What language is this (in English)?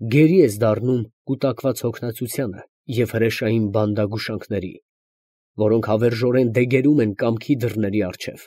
Armenian